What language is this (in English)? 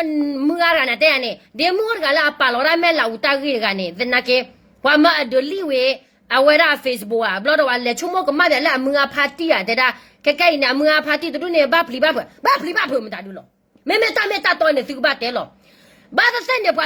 S'gaw Karen